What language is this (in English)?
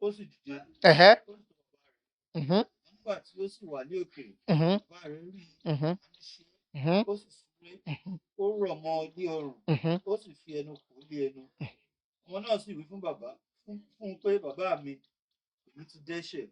Yoruba